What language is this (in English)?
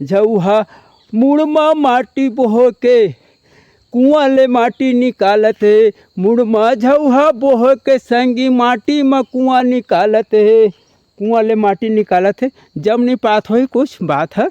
Chhattisgarhi